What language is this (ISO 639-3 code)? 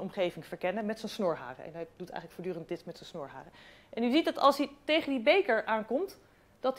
nld